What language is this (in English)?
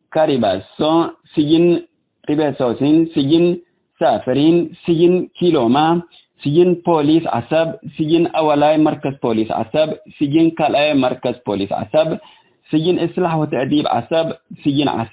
Tigre